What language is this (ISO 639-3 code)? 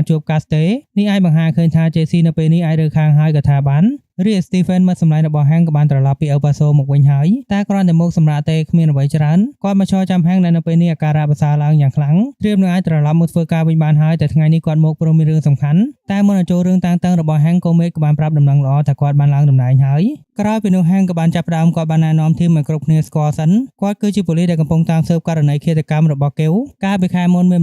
khm